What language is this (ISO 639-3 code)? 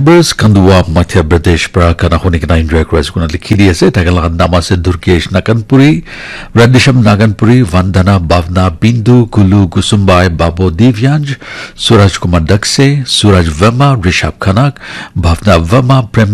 nag